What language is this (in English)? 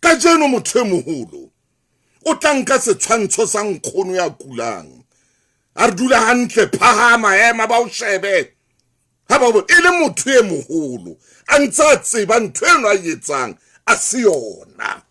Southern Sotho